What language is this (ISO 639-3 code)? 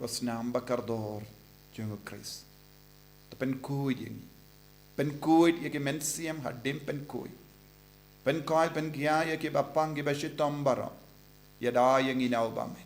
kha